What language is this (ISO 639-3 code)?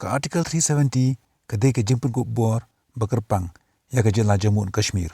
kha